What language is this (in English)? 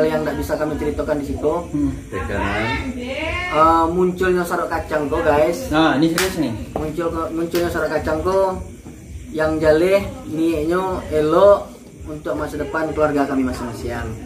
Minangkabau